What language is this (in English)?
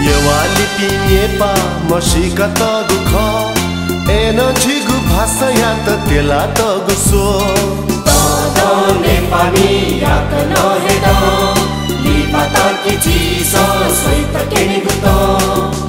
Newari